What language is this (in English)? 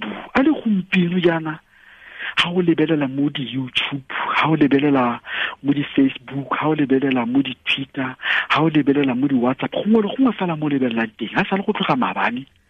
Tswana